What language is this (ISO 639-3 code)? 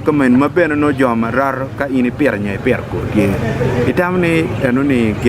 ach